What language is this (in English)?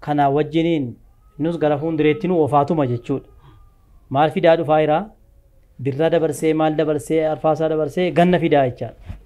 Oromo